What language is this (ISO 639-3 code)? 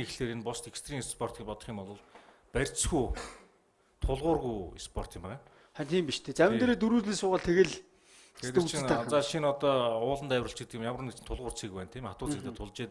mon